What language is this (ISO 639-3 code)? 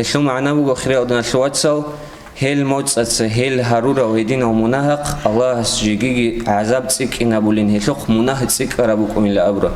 ava